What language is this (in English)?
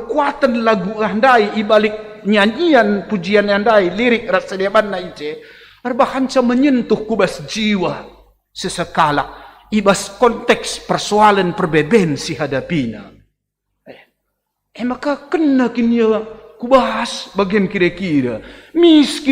Batak Karo